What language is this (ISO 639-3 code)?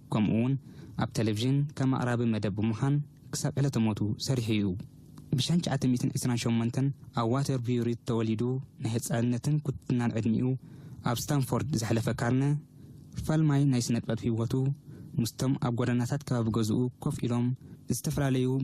tir